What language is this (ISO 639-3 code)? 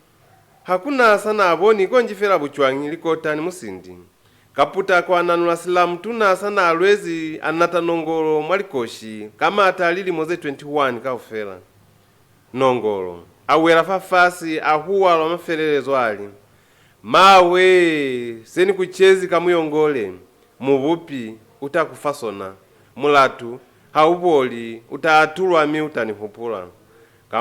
loz